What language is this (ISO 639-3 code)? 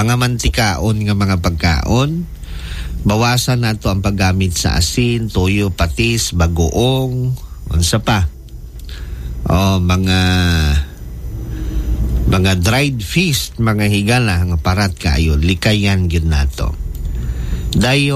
ceb